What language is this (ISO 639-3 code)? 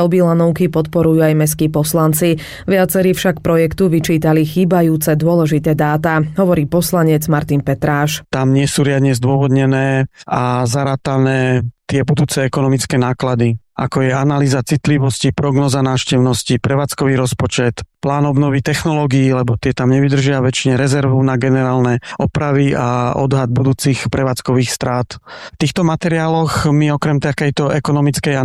slk